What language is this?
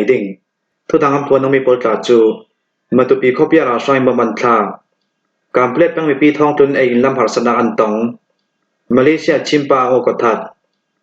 Falam Chin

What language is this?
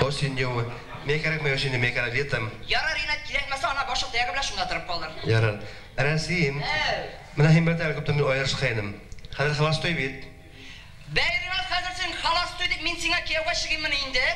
Bashkir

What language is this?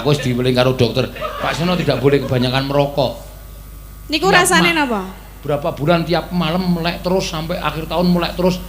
Javanese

